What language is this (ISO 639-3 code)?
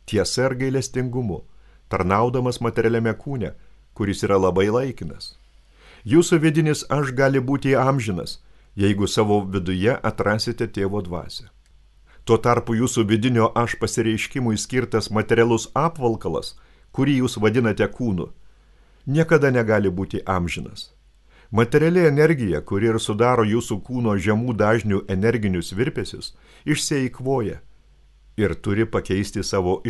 lit